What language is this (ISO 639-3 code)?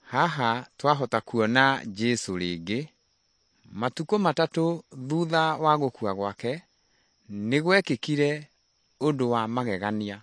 kik